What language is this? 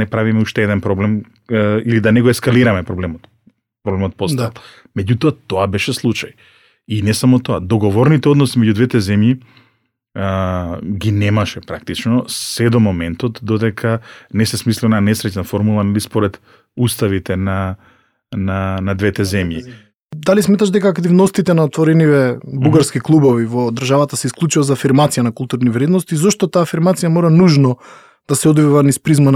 Macedonian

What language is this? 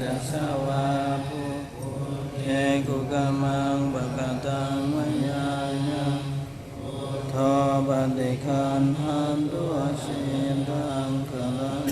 Pali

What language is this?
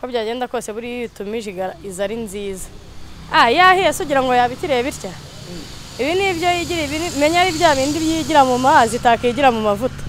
Kinyarwanda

